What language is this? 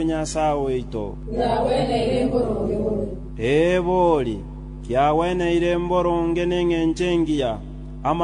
Gusii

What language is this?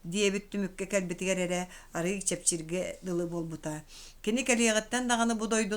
Yakut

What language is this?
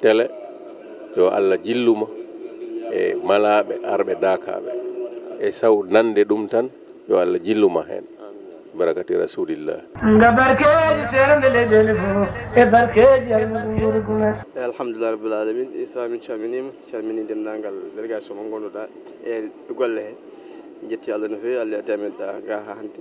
Fula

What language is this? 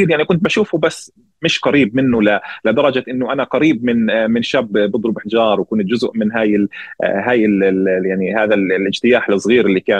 North Levantine Arabic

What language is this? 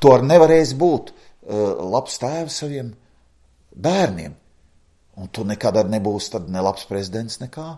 Latvian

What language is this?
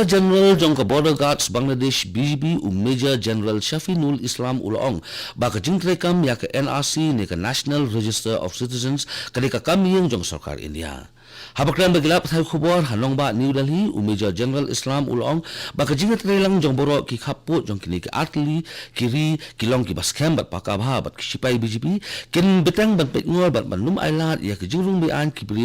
Khasi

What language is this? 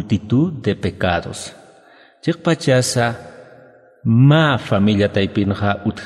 Aymara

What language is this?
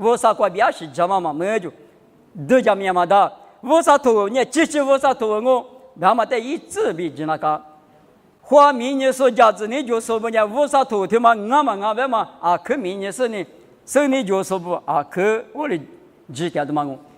Lisu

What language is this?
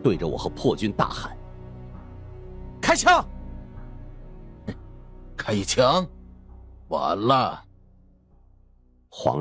Chinese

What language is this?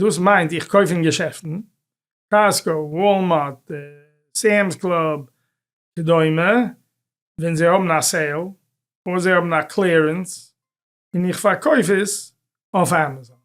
Yiddish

